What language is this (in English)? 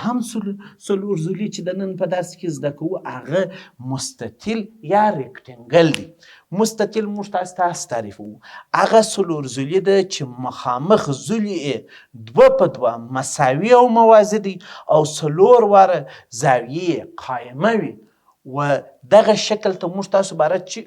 Pashto